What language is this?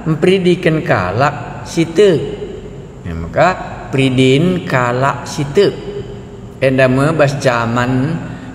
Batak Karo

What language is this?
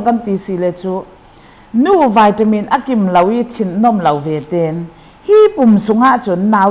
Falam Chin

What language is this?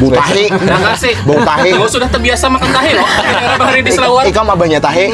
Banjar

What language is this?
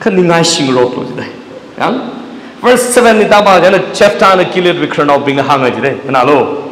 Tangkhul Naga (India)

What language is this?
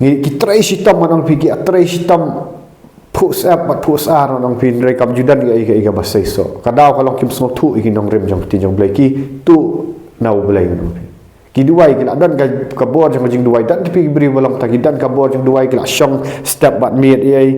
Khasi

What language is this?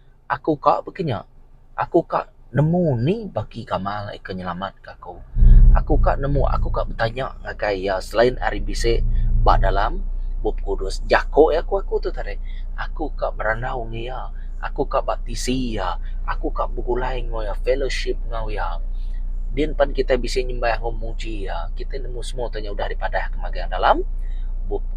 Iban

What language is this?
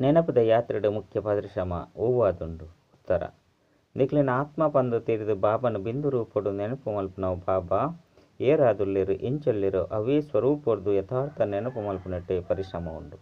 Tulu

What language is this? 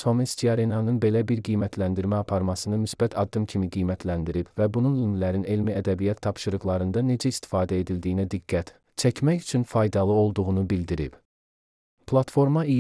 Azerbaijani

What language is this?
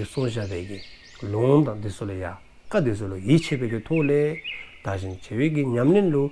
Dzongkha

